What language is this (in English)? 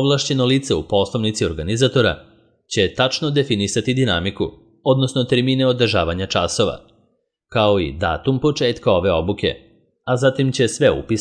Serbian